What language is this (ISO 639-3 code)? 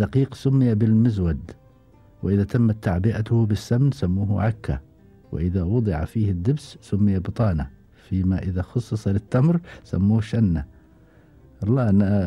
afb